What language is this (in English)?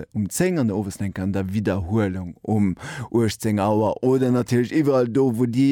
Luxembourgish